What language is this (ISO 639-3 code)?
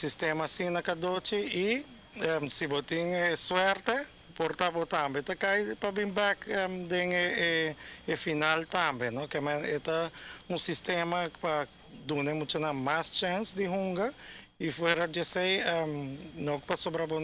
pap